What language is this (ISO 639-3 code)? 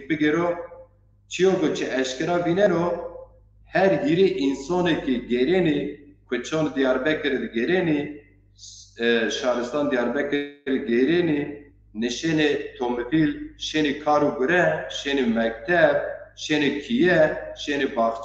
zza